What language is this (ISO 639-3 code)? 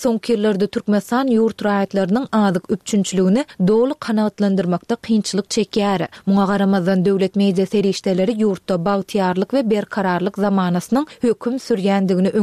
tuk